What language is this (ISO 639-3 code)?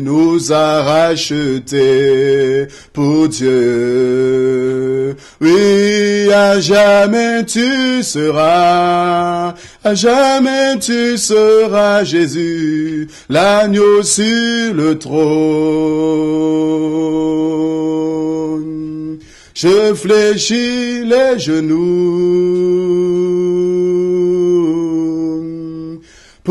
fra